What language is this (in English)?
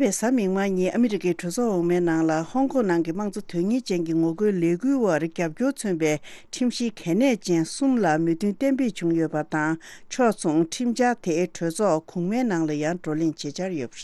Tibetan